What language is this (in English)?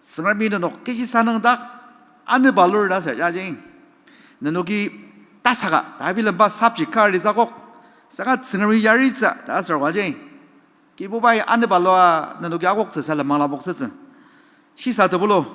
Ao Naga